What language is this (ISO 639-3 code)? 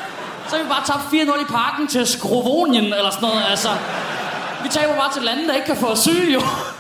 dan